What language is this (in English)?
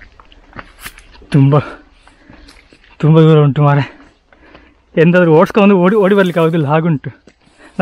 Kannada